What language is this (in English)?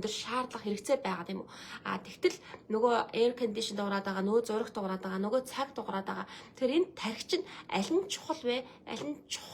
Mongolian